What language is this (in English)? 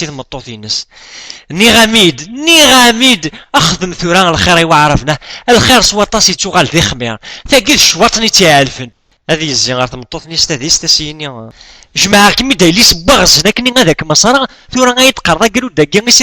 Kabyle